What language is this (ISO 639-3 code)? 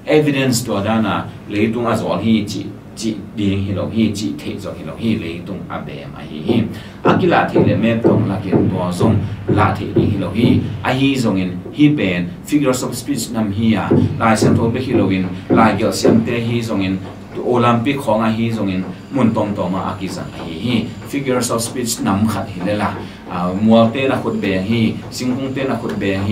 ctd